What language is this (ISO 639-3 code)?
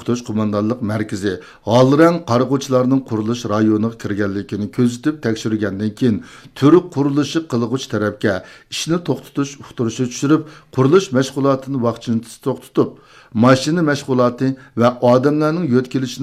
uig